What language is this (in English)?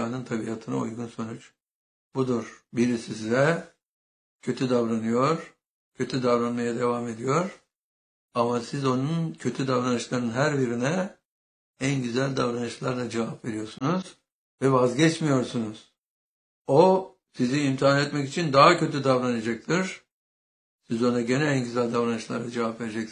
Turkish